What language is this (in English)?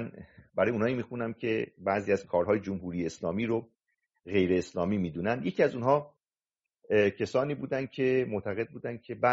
Persian